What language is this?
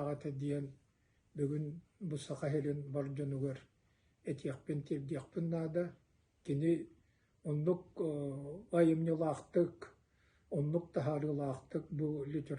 Yakut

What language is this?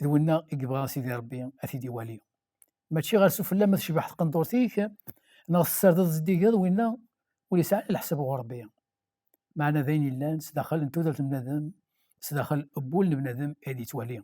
Kabyle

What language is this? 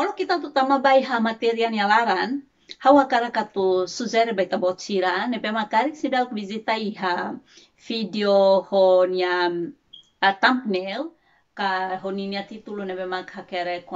Tetum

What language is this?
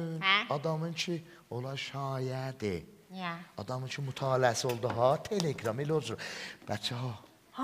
South Azerbaijani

